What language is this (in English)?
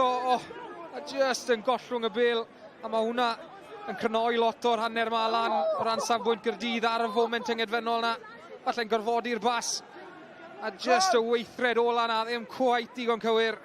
Welsh